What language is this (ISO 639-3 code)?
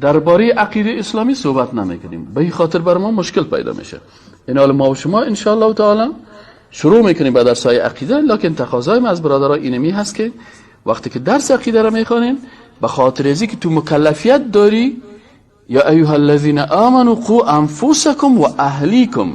fas